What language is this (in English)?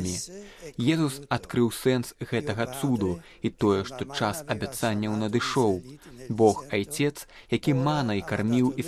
Belarusian